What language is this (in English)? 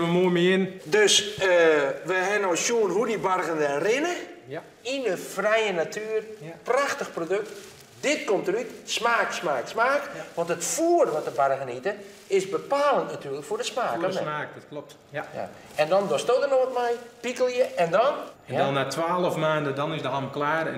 Western Frisian